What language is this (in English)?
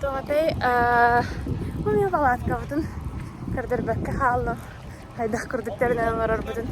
Yakut